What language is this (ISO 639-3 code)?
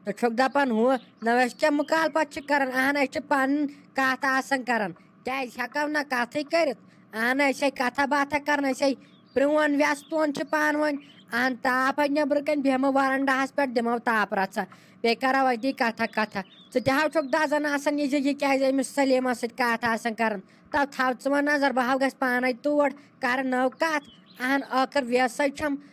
kas